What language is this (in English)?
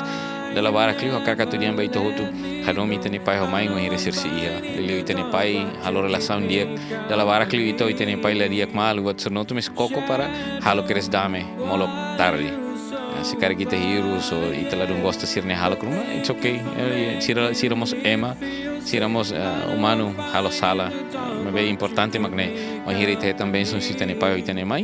Tetum